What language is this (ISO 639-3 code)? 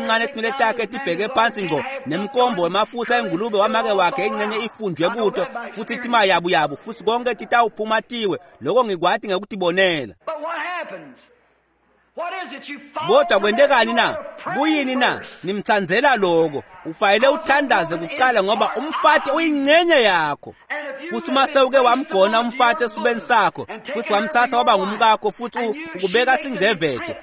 ssw